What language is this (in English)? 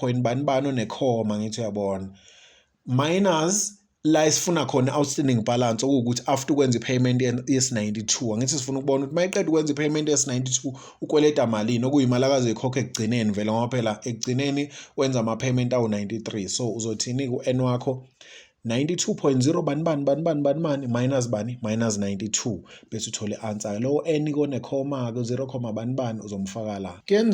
Zulu